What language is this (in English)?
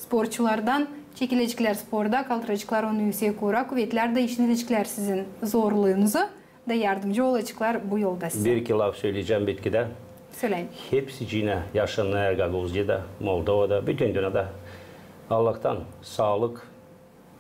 Gagauz